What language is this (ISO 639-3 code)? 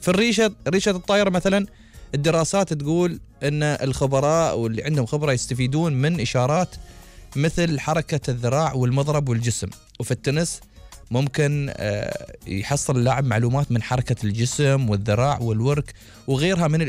afb